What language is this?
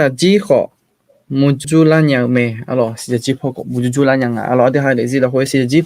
Akha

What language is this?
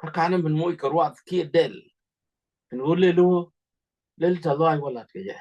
Nuer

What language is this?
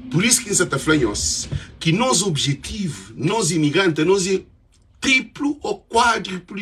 Kabuverdianu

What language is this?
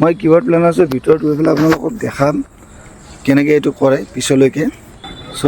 Assamese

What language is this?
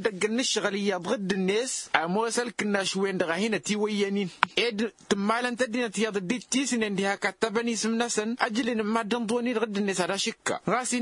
Tamasheq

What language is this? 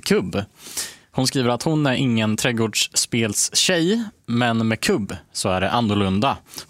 Swedish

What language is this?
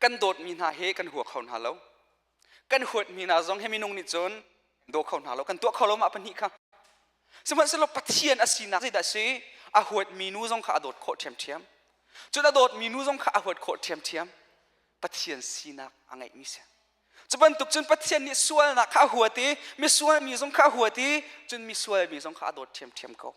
Hakha Chin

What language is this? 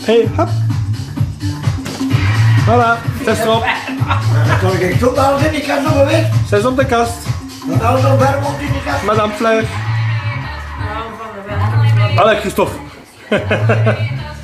Dutch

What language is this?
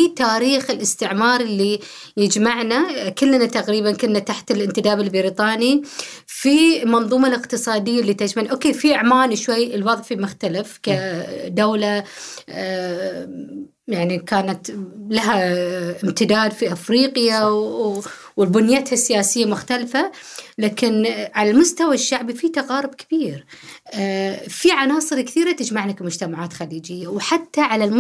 Gulf Arabic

